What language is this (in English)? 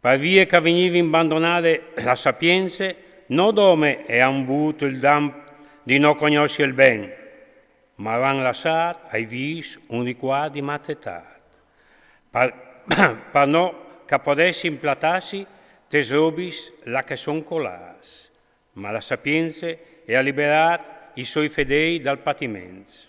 Friulian